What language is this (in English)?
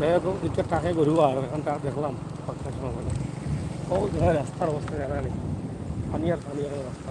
Sylheti